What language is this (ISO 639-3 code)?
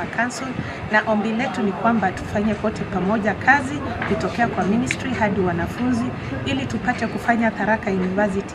mer